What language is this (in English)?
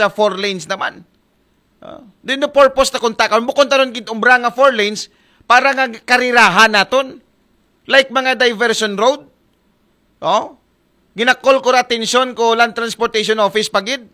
Aklanon